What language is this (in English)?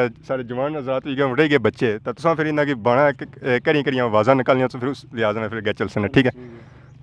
Pahari-Potwari